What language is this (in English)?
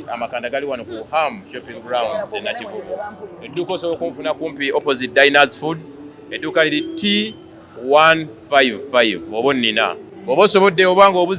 Ganda